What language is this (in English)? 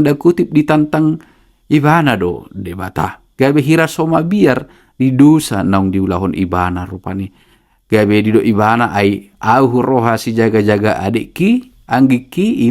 Batak Toba